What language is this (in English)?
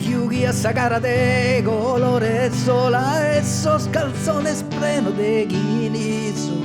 Sardinian